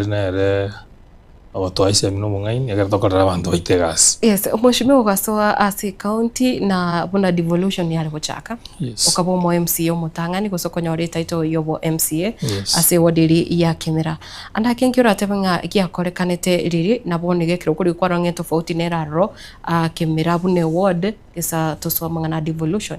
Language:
Gusii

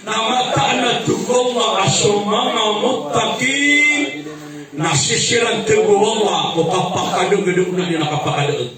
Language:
Maranao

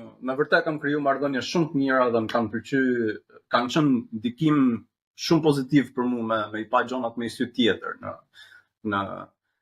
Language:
Albanian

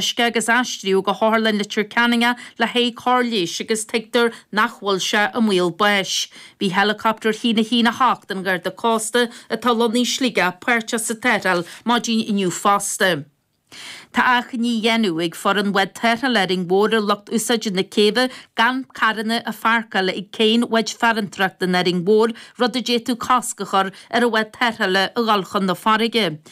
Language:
Irish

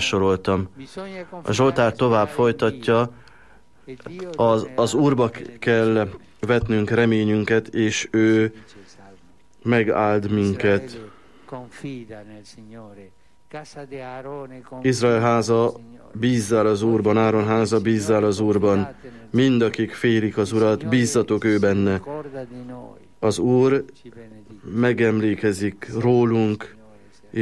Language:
Hungarian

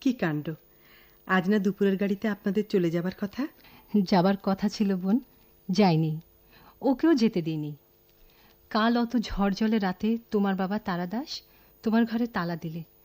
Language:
Bangla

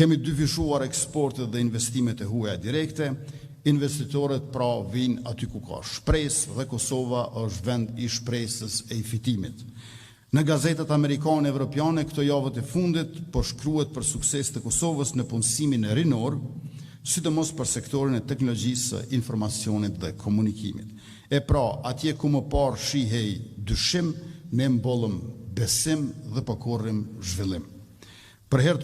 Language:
Albanian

